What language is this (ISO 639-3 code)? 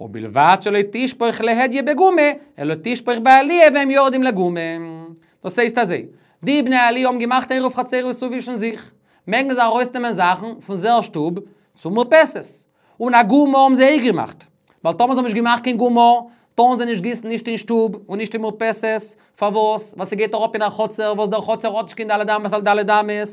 yid